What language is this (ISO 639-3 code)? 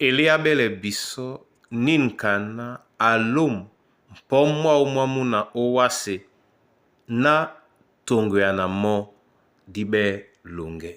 dua